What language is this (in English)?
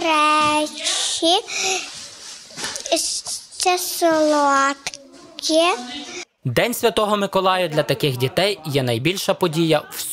Ukrainian